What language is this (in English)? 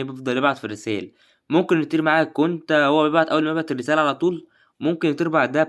Egyptian Arabic